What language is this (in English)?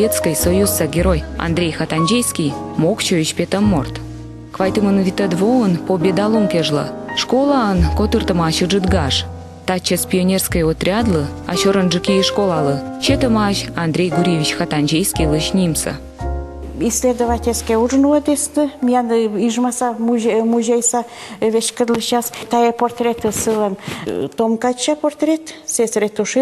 Komi